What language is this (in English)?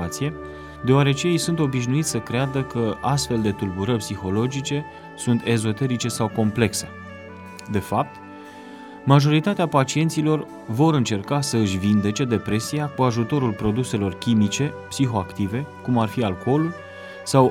Romanian